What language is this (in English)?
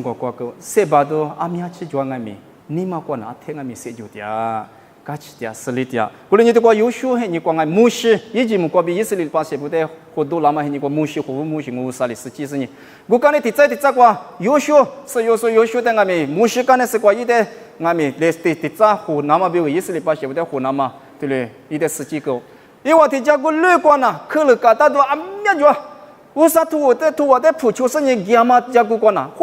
Lisu